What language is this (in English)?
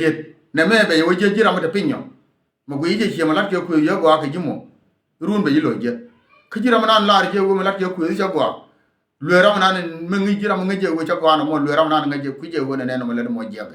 Nuer